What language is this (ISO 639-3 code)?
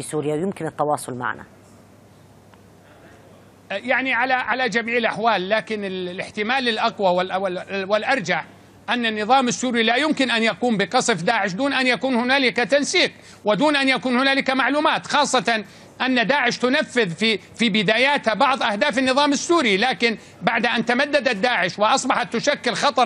ara